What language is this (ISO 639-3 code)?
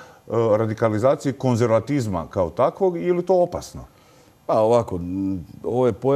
hrv